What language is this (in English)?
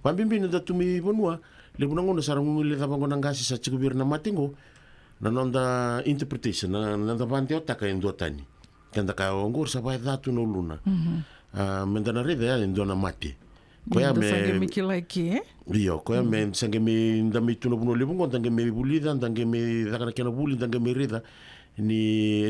Fijian